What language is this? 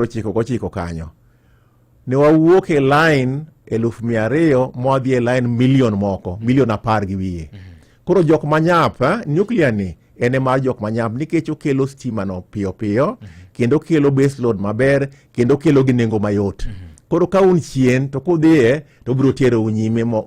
Luo (Kenya and Tanzania)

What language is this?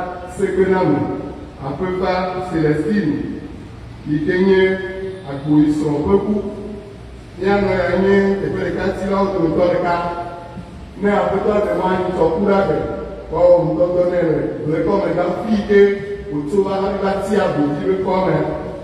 Ewe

